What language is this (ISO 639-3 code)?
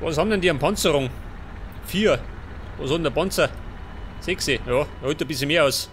bar